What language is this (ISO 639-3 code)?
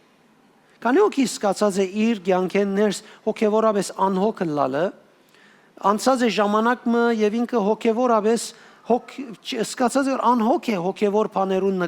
hyw